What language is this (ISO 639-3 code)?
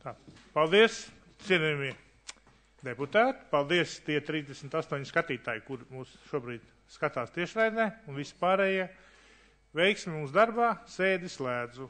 lav